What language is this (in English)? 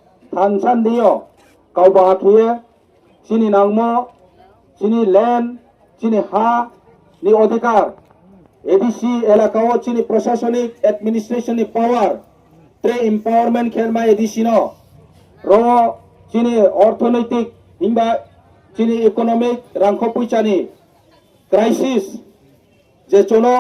Riang (India)